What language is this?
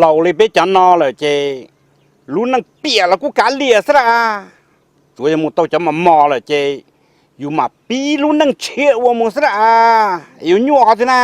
Hmong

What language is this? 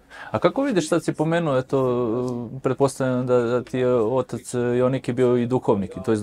Serbian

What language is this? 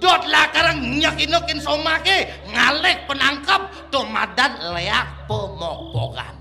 Balinese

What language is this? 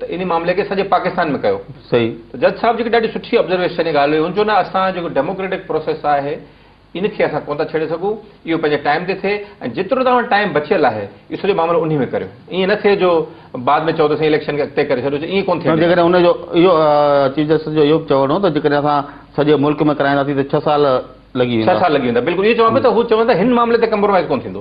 Sindhi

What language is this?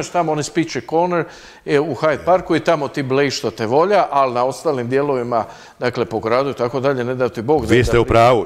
Croatian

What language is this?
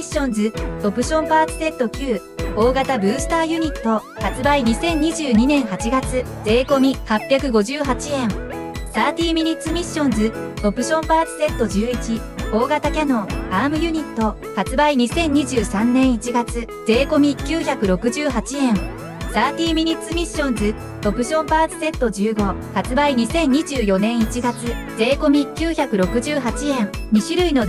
Japanese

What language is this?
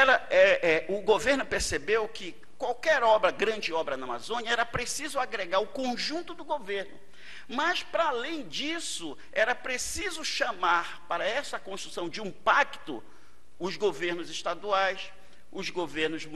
Portuguese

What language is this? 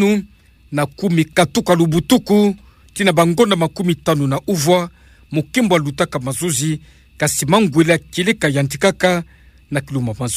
Kituba (Democratic Republic of Congo)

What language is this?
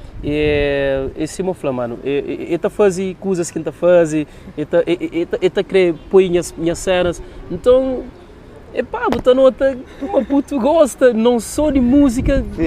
Kabuverdianu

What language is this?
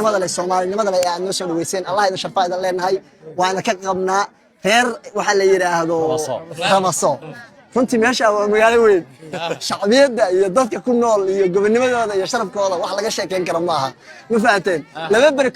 Somali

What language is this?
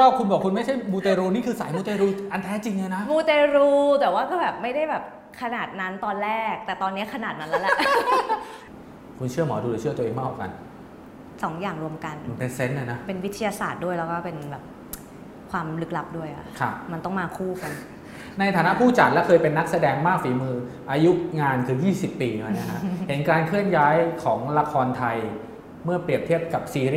Thai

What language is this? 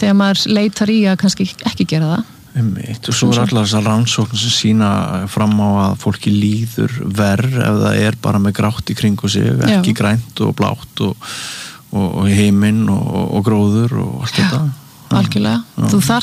Icelandic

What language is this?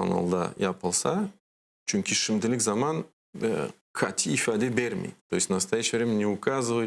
Crimean Tatar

